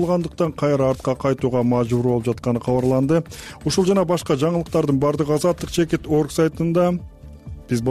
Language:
Kyrgyz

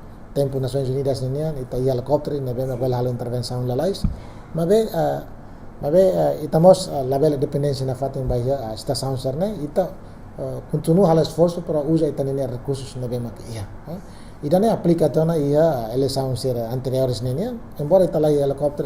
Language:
Tetum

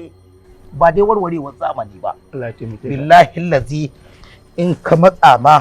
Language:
Hausa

